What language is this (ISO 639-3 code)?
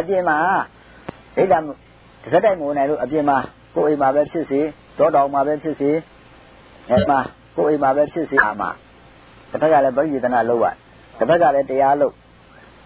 mya